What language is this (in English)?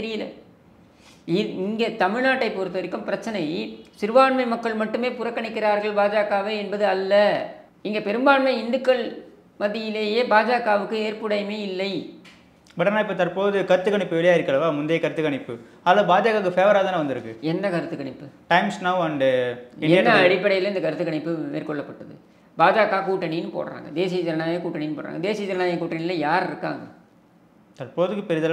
Tamil